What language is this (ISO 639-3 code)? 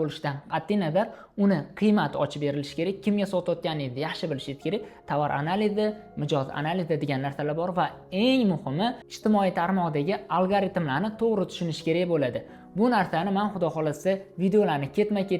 uzb